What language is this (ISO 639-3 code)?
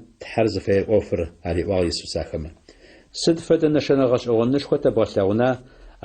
ady